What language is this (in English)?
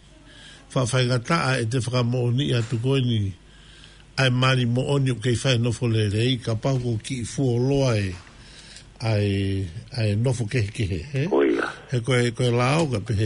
Tongan